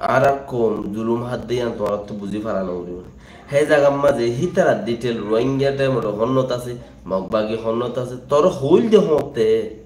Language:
Rohingya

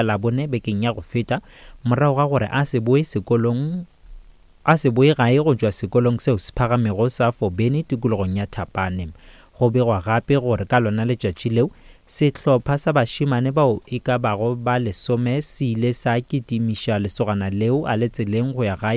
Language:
Northern Sotho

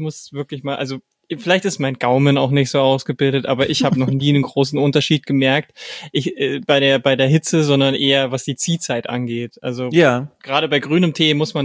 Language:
German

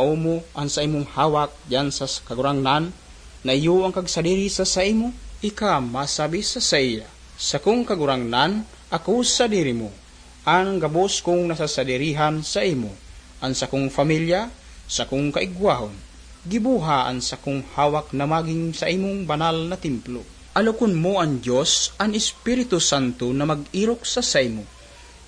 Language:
Bikol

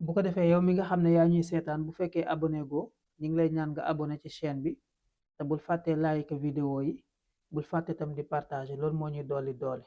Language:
Wolof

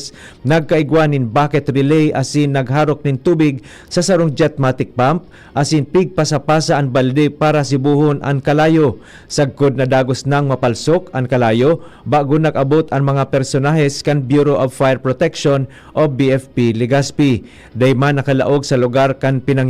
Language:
Bikol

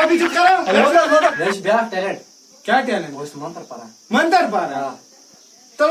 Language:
Kashmiri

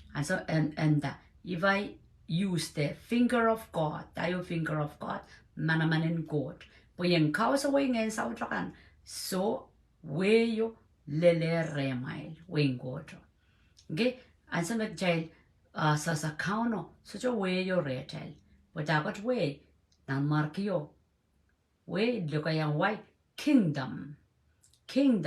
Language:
Pohnpeian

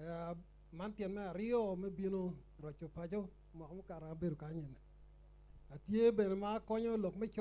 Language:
Acoli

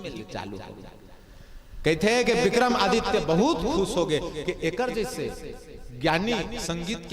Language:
Chhattisgarhi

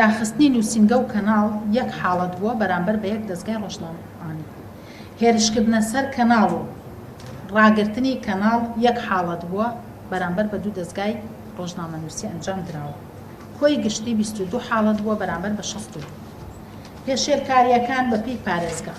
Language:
Central Kurdish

